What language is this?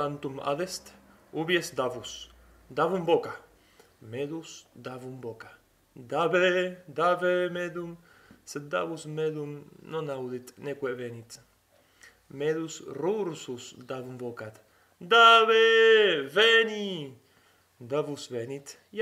Latin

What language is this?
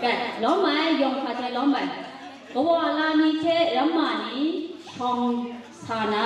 Kachin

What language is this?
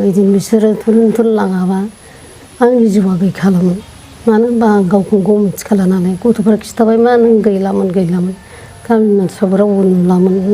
Bodo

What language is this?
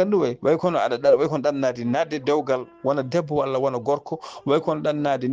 Fula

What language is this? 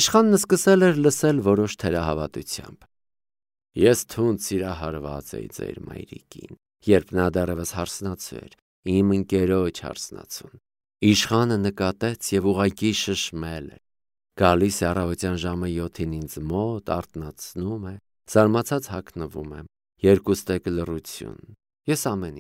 Armenian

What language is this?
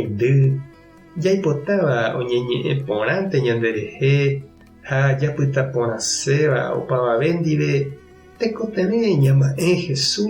Guarani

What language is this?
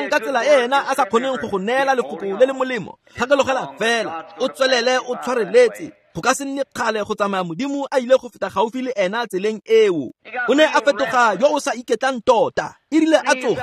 Tswana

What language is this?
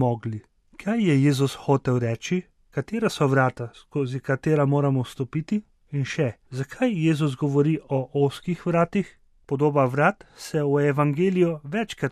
Slovenian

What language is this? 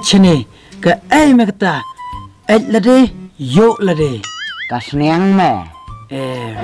Khasi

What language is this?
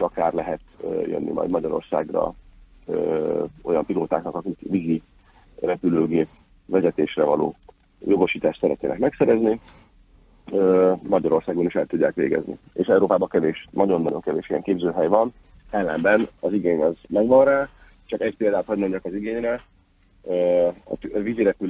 Hungarian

